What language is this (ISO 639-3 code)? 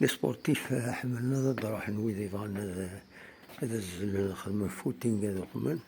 kab